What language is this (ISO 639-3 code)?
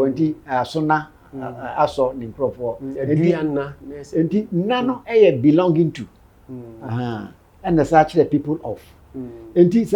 aka